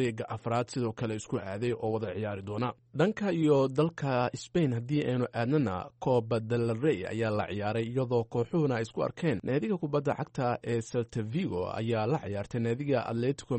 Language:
Somali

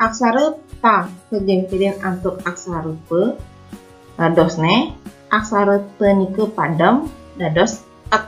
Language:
Balinese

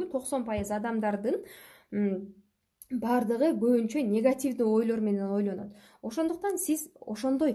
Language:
Kyrgyz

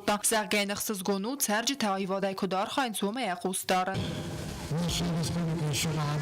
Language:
Ossetic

